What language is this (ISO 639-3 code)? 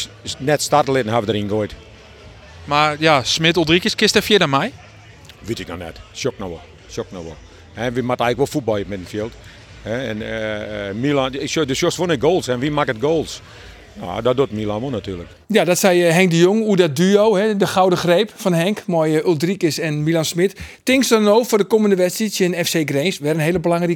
fry